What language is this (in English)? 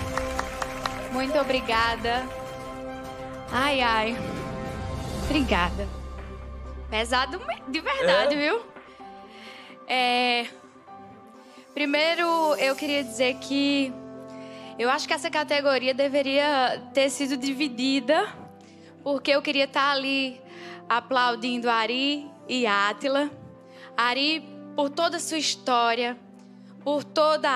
Portuguese